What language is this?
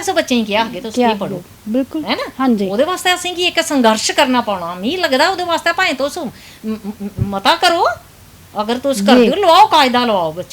Dogri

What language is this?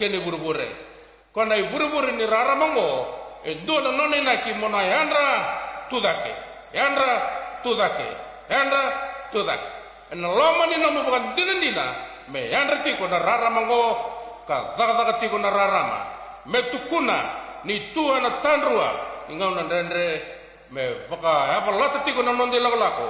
Fijian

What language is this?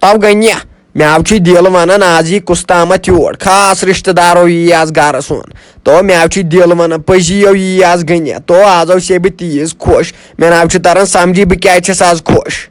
Kashmiri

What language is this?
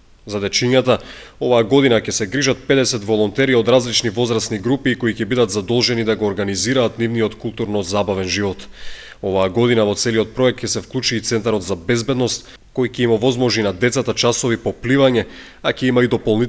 Macedonian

